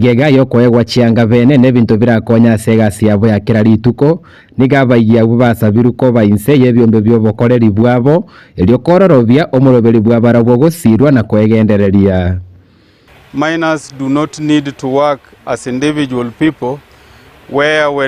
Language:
Gusii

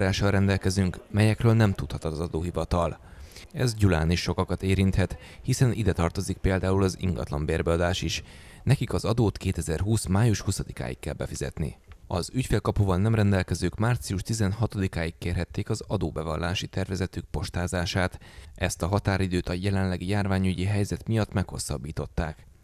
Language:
Hungarian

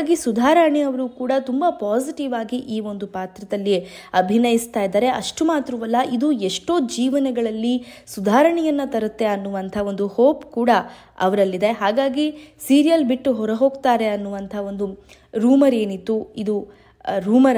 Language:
Kannada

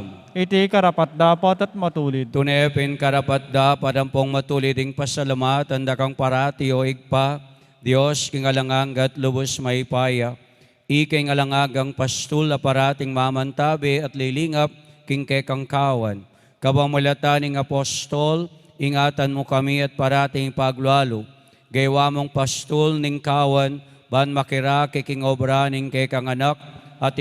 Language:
Pampanga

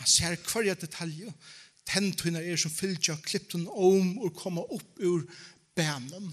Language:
Faroese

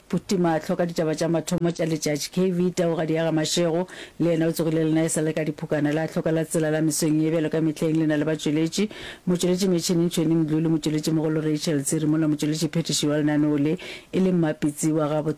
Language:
Northern Sotho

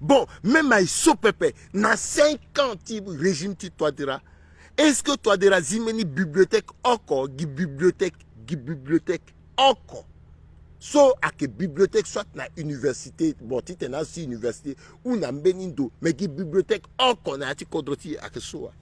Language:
Sango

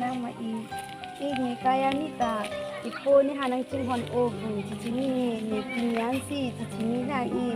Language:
Karbi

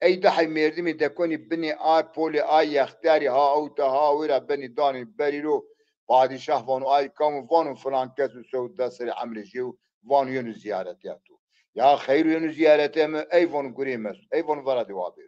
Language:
Zaza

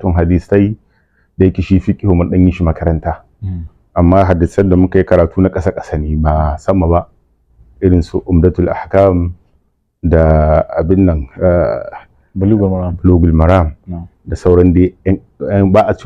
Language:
Hausa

